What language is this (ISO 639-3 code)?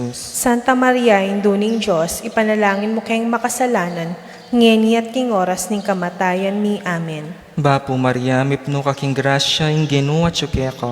pam